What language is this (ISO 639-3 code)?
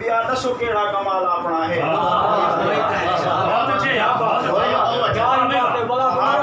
skr